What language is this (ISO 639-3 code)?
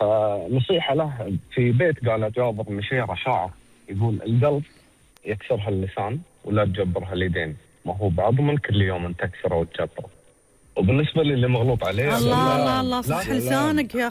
afb